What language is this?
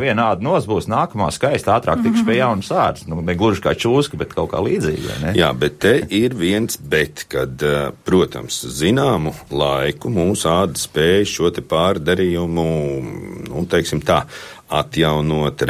Latvian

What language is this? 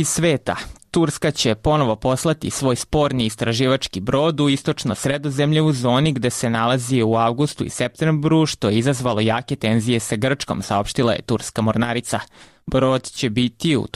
Serbian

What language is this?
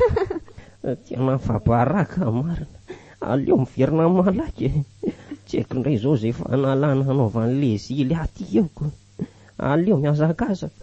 Malagasy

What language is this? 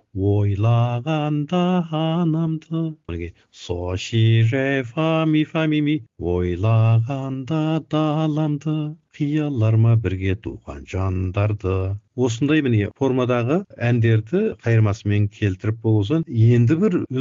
Kazakh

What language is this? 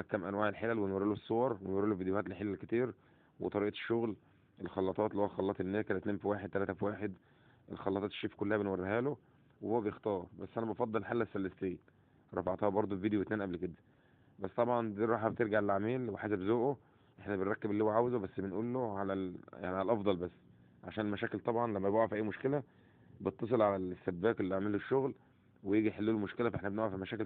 Egyptian Arabic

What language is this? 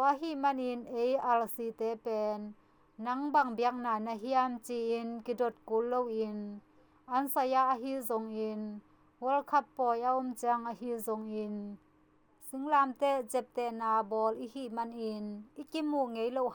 Tedim Chin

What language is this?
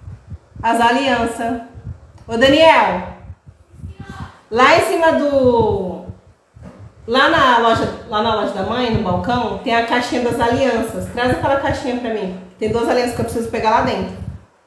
Portuguese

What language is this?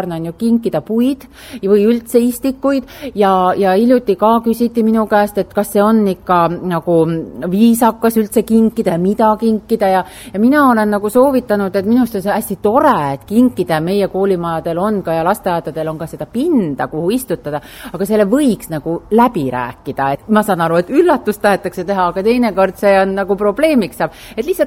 Estonian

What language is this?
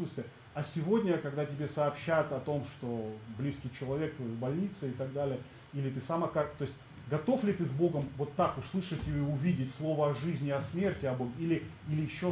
Russian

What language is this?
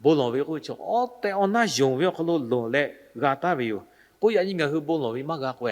Lahu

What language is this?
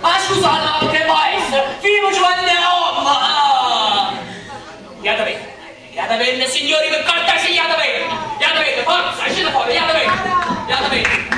Neapolitan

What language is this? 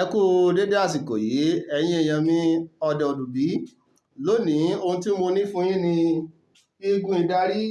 Yoruba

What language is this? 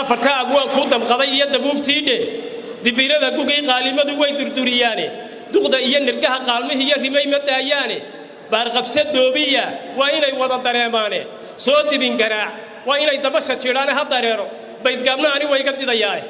Somali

